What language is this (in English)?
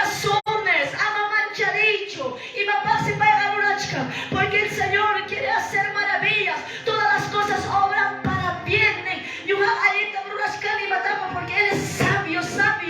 Quechua